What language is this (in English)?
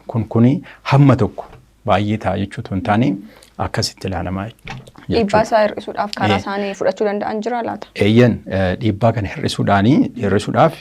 Oromo